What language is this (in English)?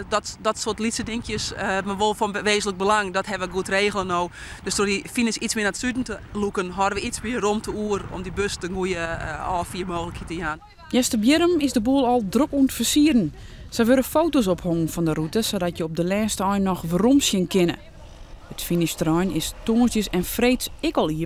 Western Frisian